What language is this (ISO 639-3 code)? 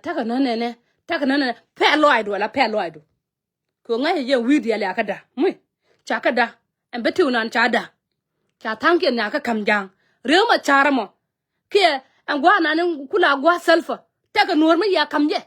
nus